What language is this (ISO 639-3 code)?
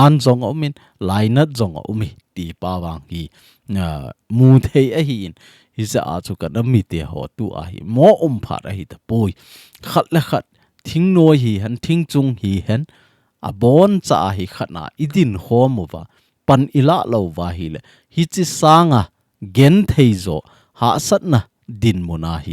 tcz